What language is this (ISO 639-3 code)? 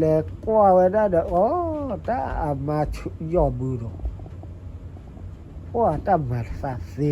ksw